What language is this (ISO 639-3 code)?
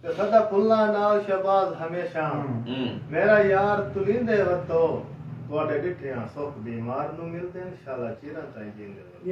skr